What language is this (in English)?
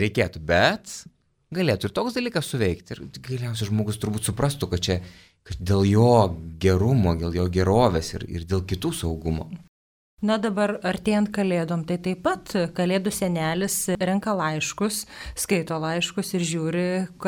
Lithuanian